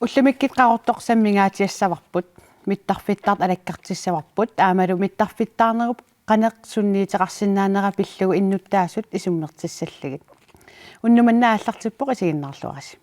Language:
Kalaallisut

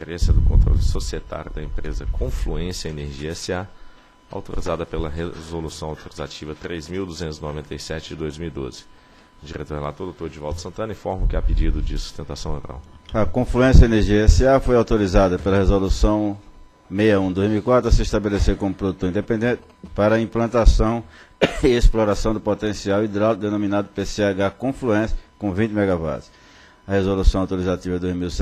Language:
Portuguese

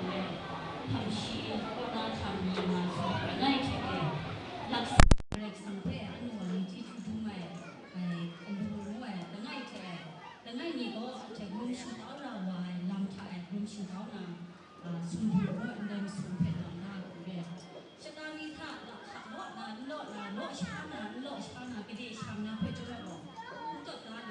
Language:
Kachin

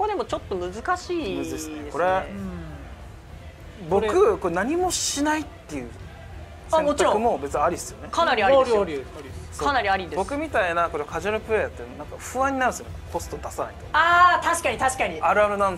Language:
Japanese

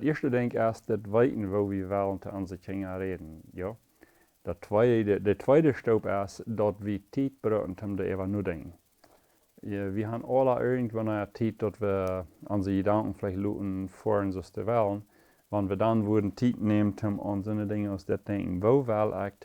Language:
Plautdietsch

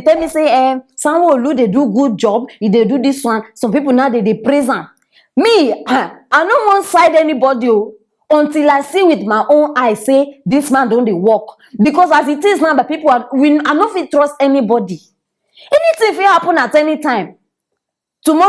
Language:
Nigerian Pidgin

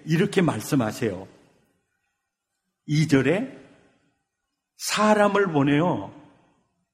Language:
Korean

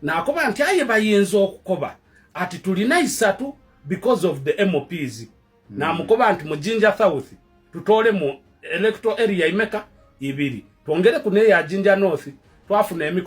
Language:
Ganda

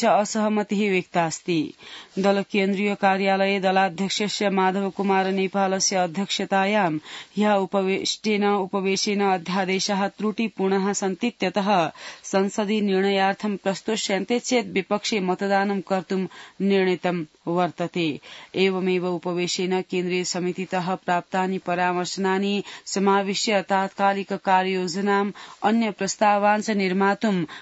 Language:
Sanskrit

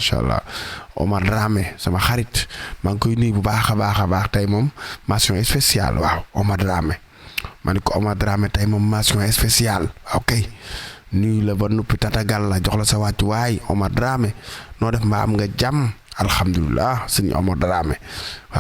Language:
Wolof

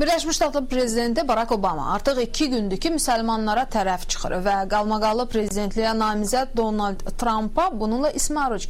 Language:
Azerbaijani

